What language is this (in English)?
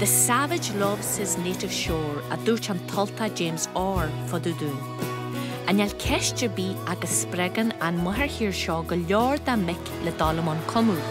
Irish